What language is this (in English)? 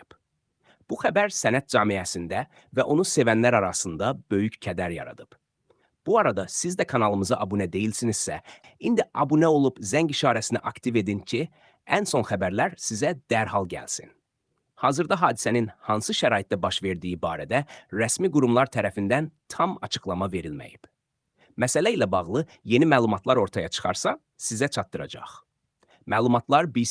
Azerbaijani